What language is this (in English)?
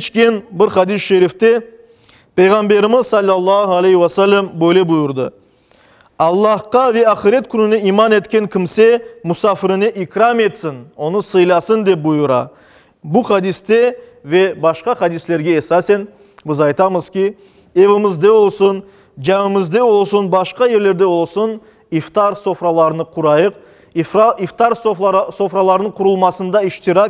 Crimean Tatar